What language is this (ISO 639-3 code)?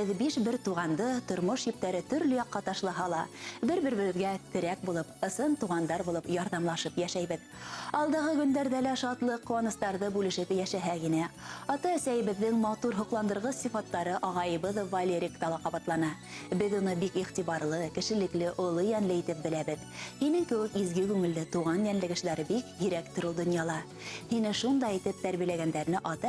bak